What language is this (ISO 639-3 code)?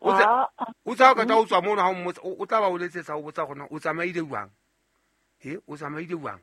sot